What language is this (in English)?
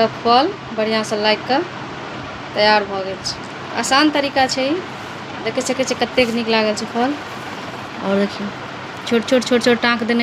Maithili